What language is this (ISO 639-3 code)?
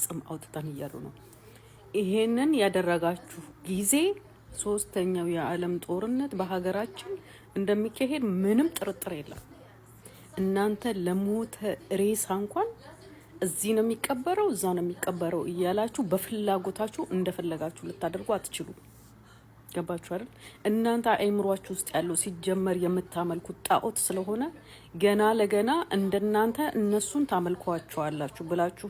amh